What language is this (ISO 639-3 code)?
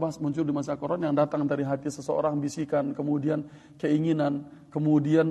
ind